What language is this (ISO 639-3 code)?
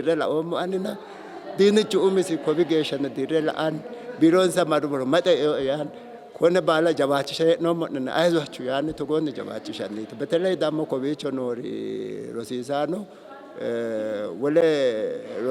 sid